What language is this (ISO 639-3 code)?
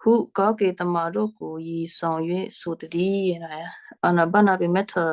kyu